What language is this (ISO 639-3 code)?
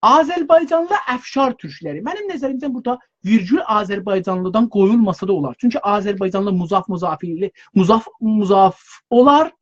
azb